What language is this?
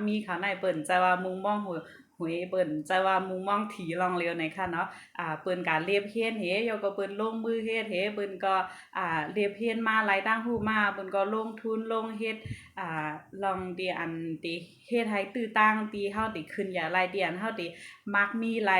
Shan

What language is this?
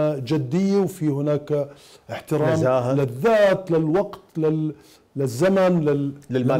Mesopotamian Arabic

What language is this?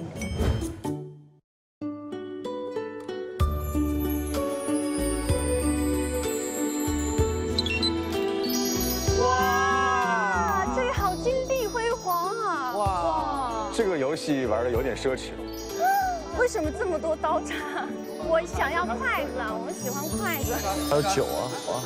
Chinese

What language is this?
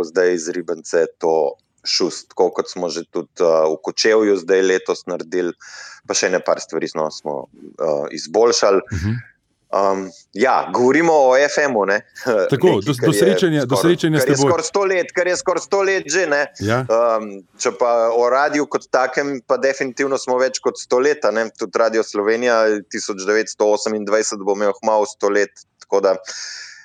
Slovenian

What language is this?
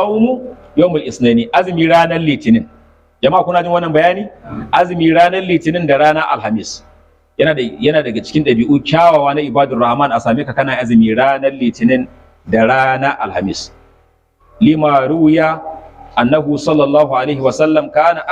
Hausa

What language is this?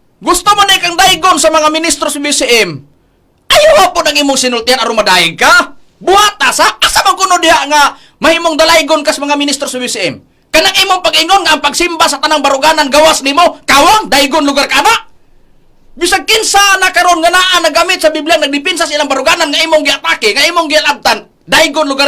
Cebuano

